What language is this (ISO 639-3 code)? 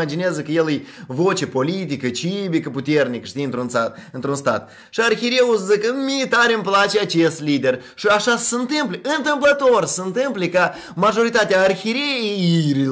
ron